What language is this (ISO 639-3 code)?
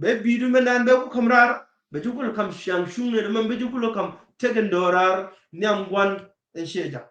nus